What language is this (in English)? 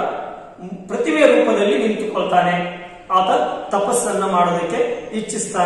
Kannada